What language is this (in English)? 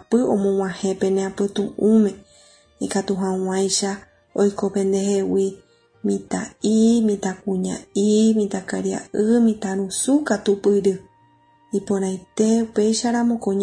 Guarani